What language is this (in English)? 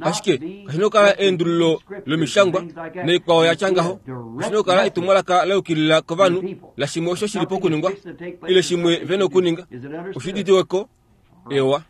Kuanyama